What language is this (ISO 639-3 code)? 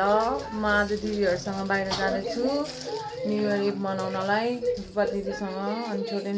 nep